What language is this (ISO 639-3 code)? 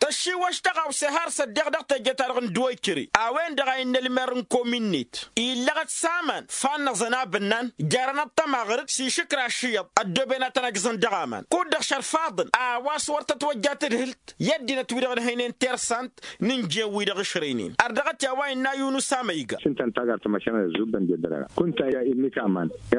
taq